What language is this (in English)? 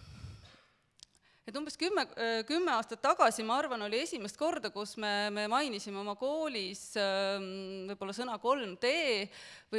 Estonian